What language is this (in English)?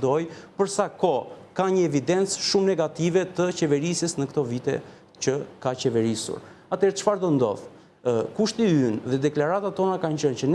Albanian